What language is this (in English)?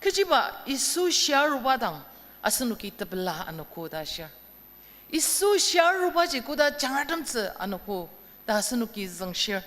Ao Naga